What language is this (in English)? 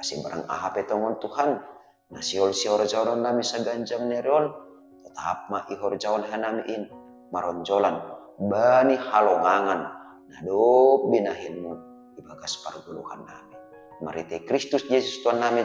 Batak Simalungun